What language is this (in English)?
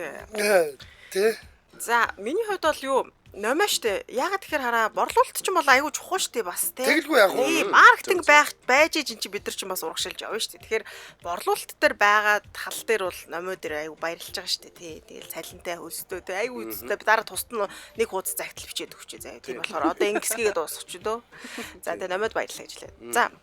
Mongolian